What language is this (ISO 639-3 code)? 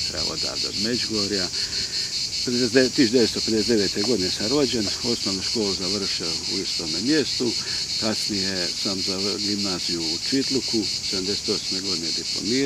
hrv